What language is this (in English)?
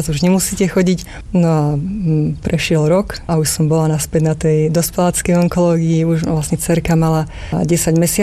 Slovak